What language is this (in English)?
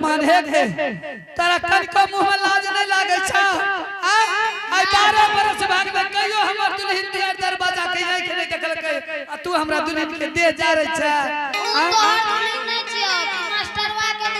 Angika